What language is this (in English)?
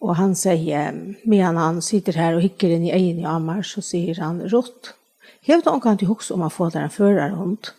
Faroese